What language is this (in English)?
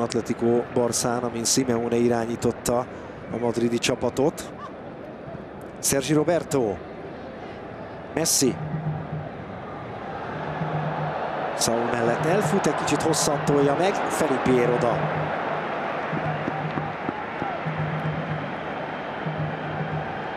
Hungarian